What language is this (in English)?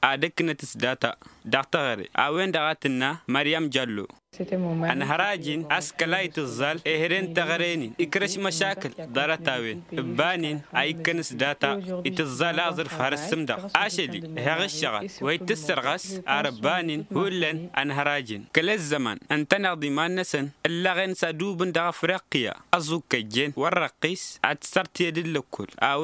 Tamasheq